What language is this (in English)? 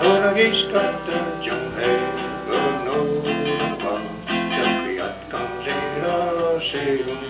Mohawk